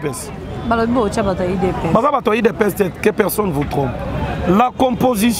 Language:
Lingala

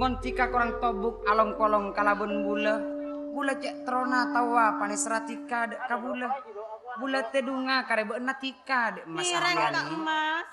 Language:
Madurese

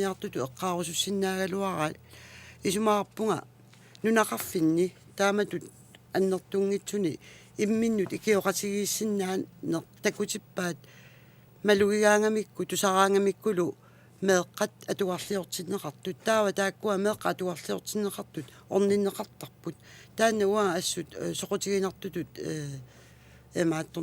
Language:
Kalaallisut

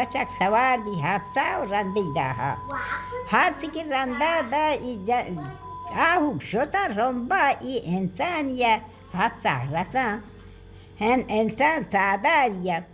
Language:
Baluchi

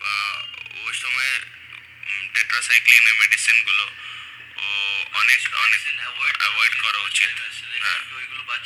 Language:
Bangla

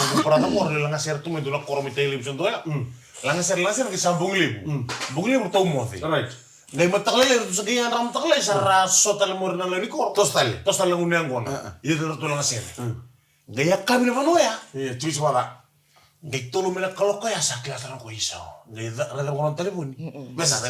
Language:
Fijian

